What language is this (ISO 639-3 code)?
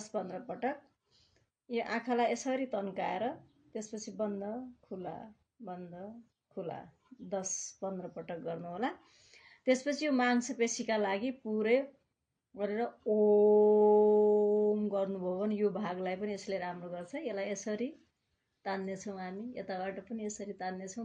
nep